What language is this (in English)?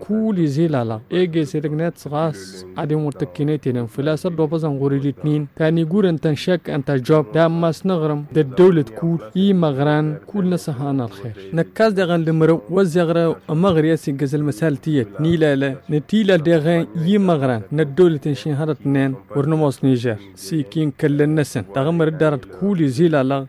Tamasheq